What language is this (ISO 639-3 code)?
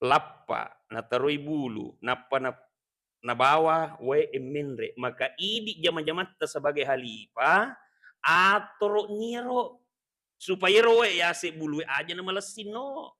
bug